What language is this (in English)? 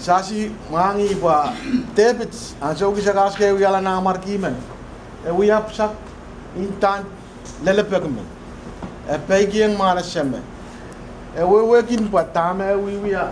Pohnpeian